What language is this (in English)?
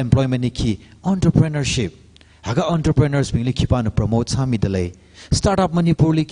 Tangkhul Naga (India)